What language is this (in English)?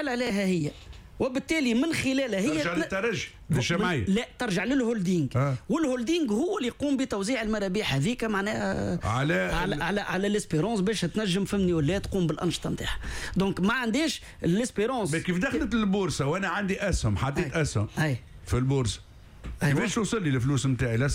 Tunisian Arabic